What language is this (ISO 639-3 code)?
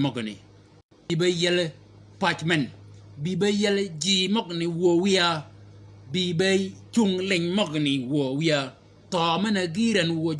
shk